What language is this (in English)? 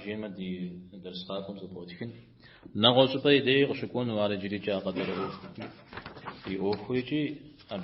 Kabardian